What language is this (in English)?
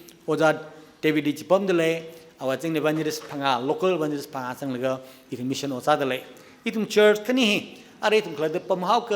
Tangkhul Naga (India)